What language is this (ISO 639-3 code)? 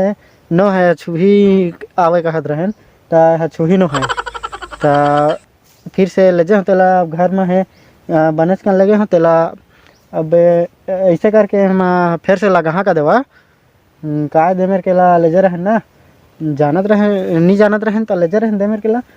hne